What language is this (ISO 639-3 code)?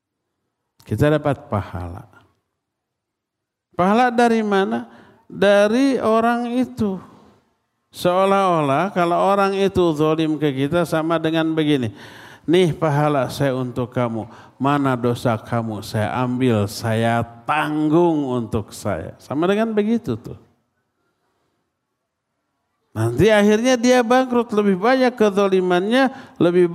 ind